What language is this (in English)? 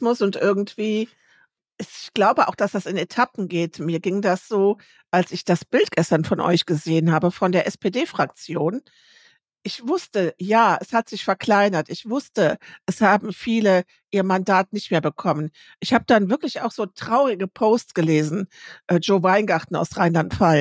German